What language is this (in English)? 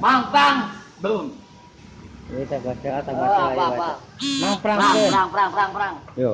Sundanese